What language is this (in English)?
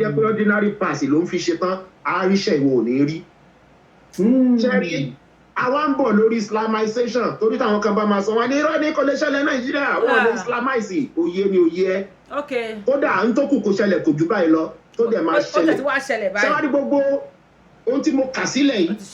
Yoruba